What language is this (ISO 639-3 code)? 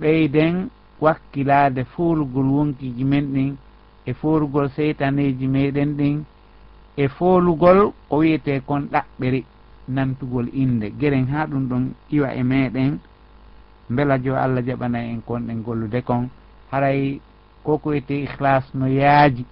ful